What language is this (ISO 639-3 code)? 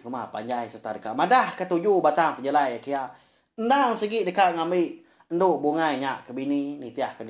iba